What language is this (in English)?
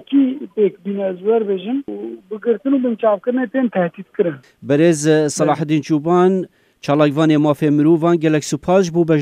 Kurdish